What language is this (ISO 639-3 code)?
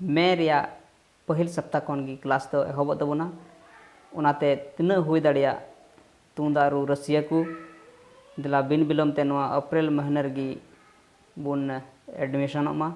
sat